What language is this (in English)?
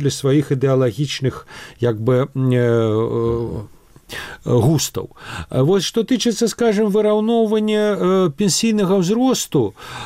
Belarusian